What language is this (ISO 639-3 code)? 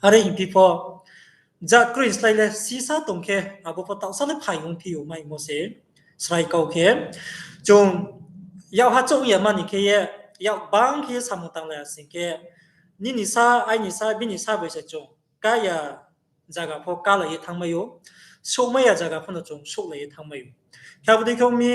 ria